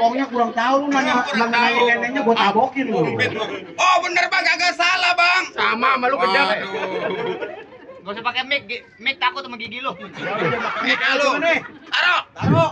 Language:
Betawi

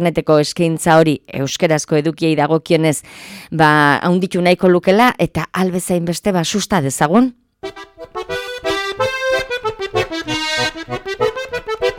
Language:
Basque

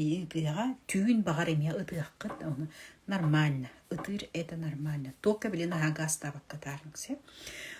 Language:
Yakut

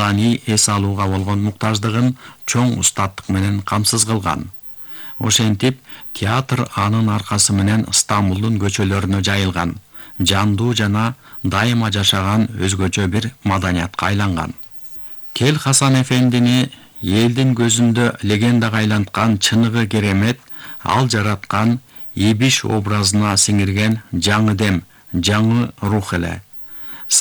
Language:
Kyrgyz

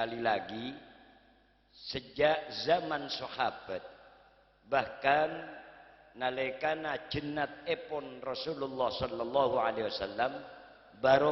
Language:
Madurese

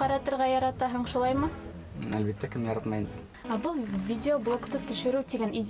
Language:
Bashkir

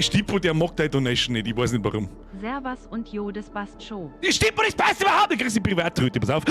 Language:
Bavarian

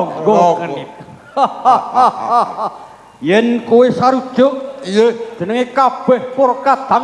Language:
Javanese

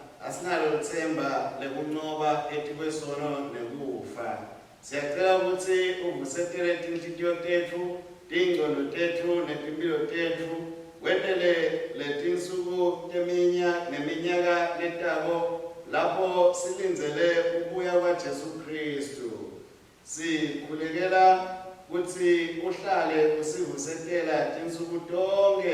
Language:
Swati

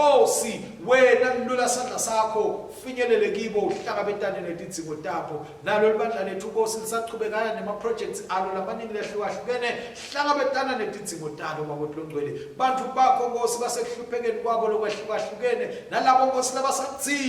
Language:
Swati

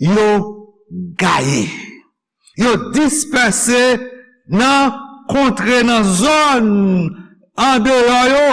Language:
Haitian Creole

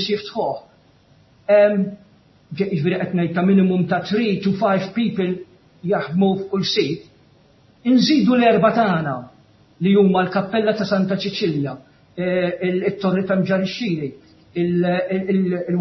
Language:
Maltese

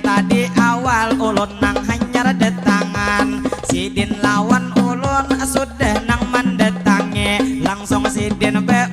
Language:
Banjar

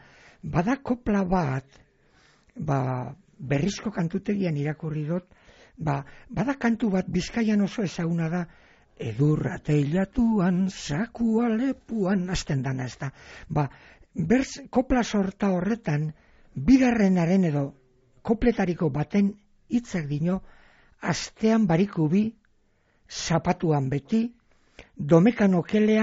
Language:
Basque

